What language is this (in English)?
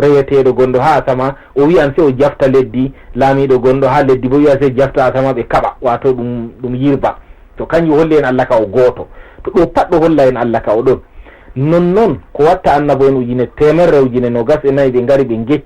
Fula